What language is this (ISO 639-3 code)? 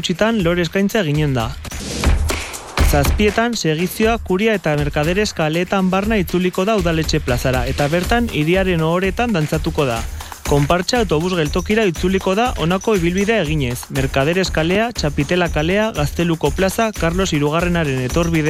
eus